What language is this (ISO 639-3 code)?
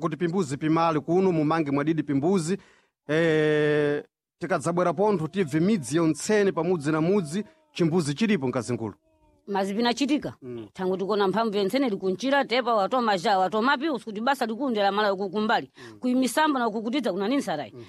seh